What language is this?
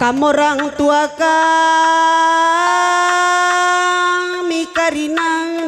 Batak Karo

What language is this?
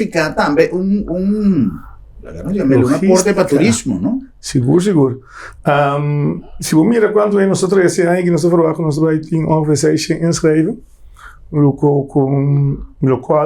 Papiamento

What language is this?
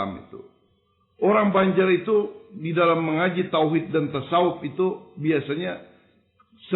Banjar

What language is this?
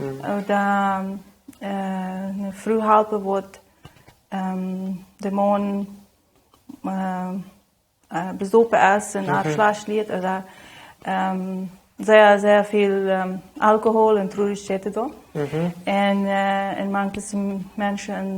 Plautdietsch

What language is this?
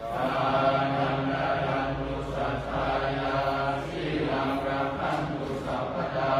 Pali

